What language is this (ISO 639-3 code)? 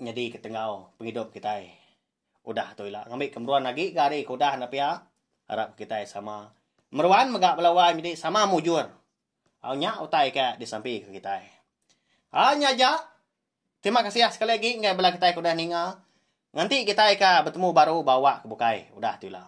iba